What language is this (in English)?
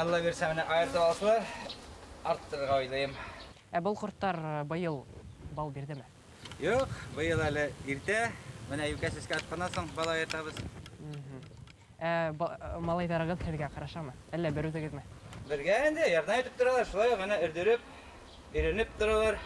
Bashkir